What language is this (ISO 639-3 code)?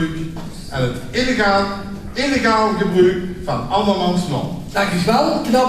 lim